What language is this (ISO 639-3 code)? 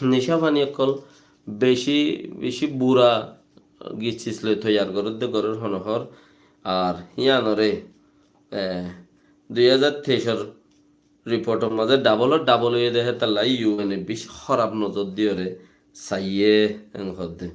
rhg